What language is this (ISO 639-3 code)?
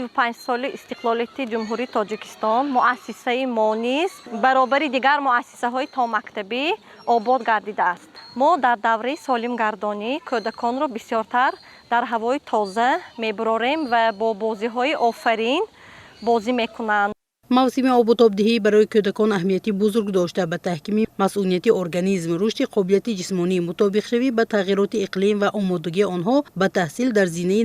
tgk